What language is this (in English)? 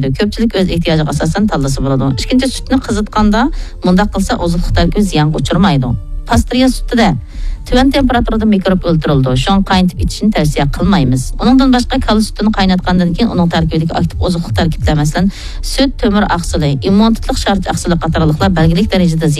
Uyghur